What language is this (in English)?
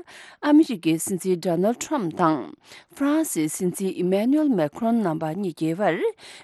Tibetan